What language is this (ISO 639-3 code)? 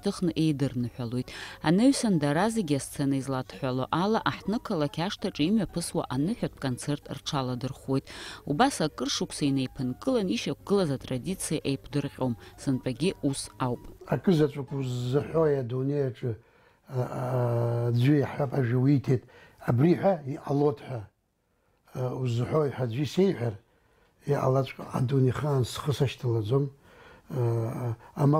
abk